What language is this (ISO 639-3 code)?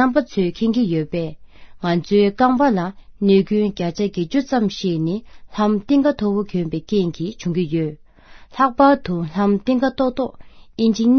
bod